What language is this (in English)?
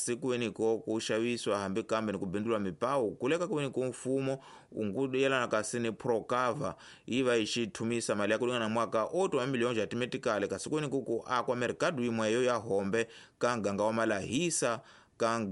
Tsonga